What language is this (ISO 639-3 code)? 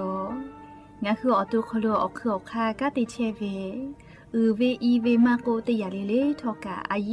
lhu